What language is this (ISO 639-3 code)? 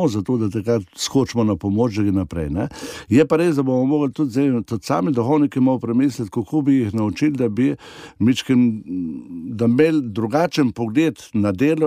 slv